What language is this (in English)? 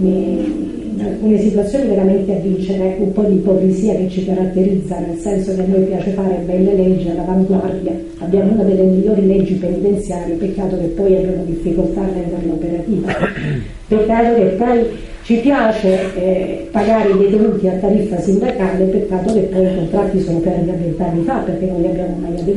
Italian